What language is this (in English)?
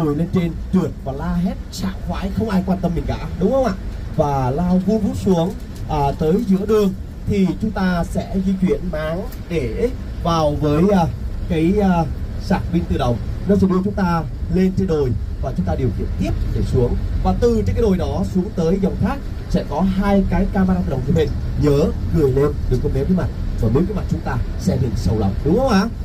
Vietnamese